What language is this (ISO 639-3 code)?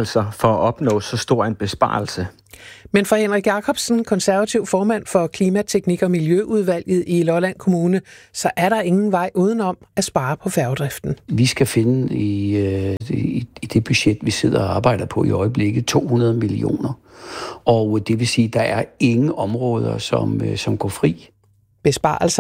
dan